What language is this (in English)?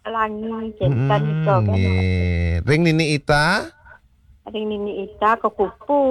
Balinese